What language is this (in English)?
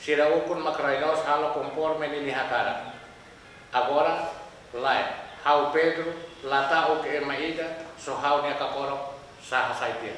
Tetum